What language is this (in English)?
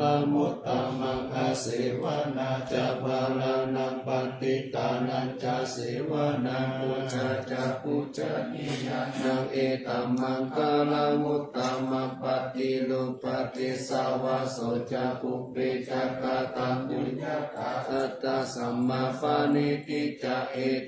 Pali